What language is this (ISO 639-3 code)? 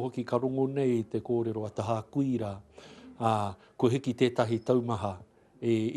mri